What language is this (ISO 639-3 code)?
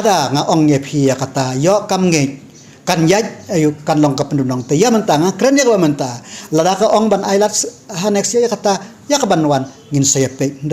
kha